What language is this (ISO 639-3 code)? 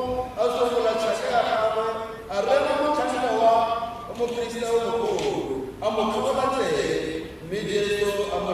tsn